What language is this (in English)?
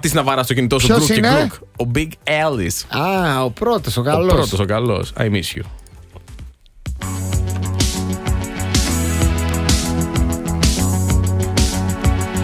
Greek